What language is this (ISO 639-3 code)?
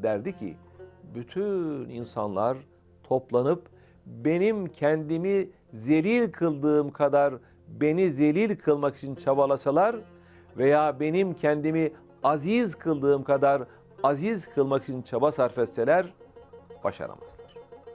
tur